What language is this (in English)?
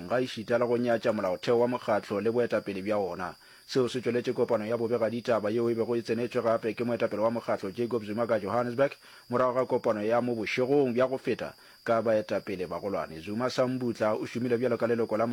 Northern Sotho